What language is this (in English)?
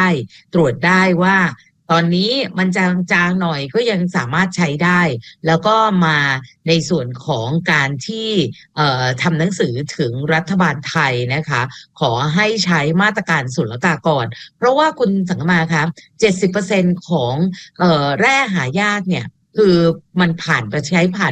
Thai